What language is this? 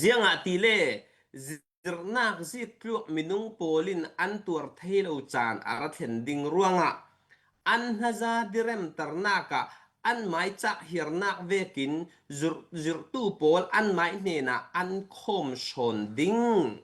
Falam Chin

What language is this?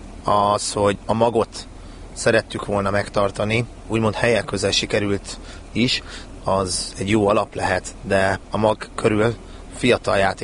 Hungarian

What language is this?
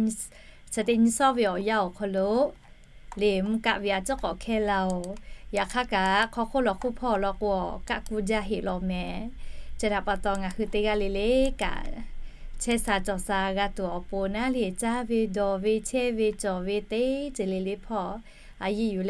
Lahu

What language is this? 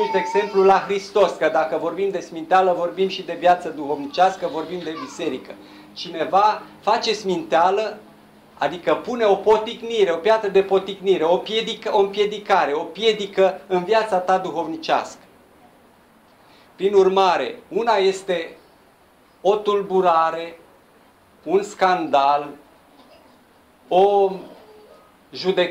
Romanian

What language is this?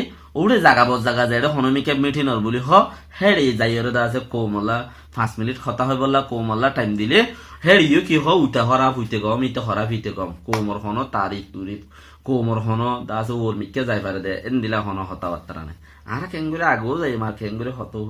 Rohingya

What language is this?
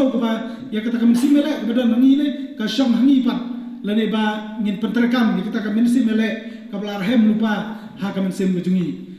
Khasi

